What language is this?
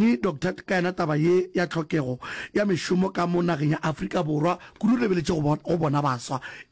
Northern Sotho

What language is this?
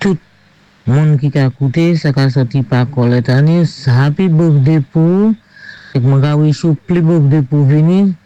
Saint Lucian Creole French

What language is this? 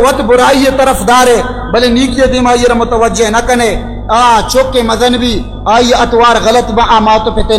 Baluchi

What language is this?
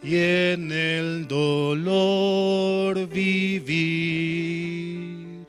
Aymara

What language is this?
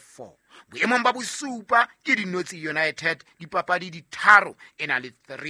Southern Sotho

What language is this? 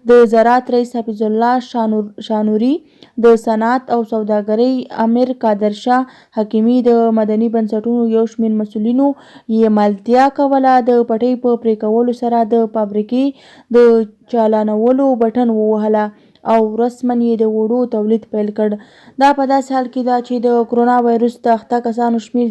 Pashto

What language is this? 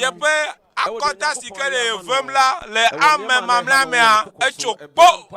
Ewe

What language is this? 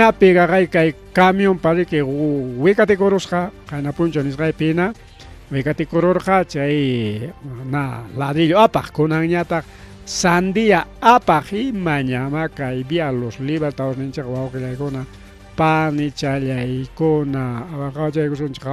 Ayacucho Quechua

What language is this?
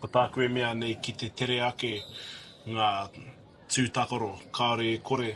Māori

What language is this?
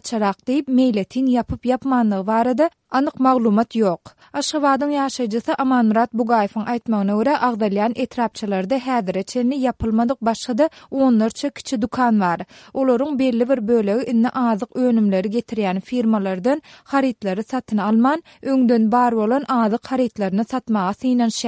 Turkmen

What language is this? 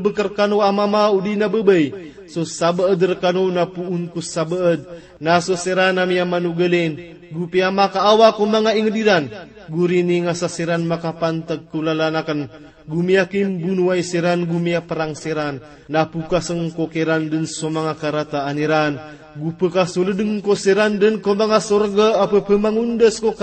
Maranao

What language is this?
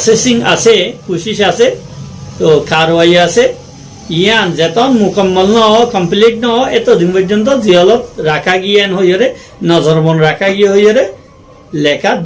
Rohingya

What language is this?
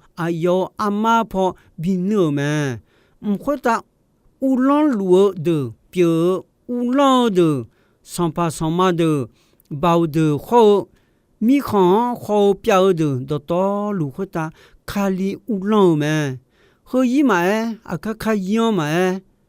Akha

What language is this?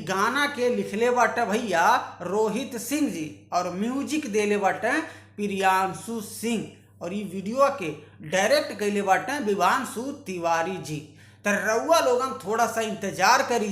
Bhojpuri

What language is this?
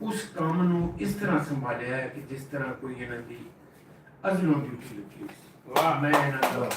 Western Panjabi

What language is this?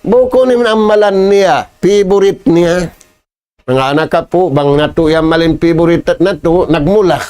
Tausug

